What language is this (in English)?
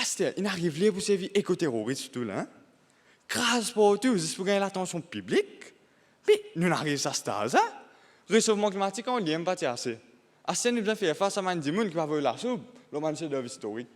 Morisyen